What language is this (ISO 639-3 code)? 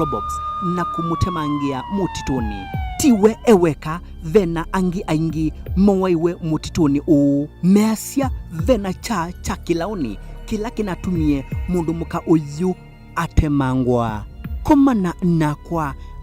kam